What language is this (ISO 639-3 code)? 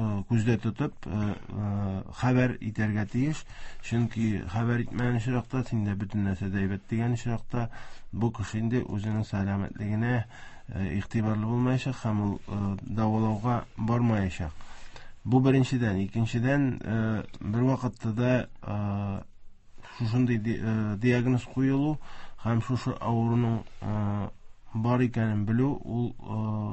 tat